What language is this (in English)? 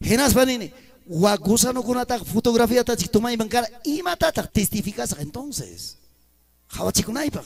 Ayacucho Quechua